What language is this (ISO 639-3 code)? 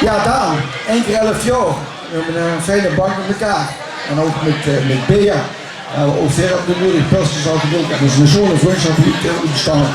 lim